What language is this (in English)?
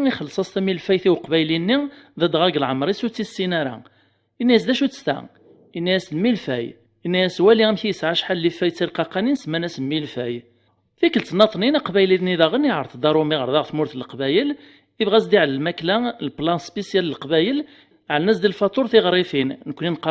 Kabyle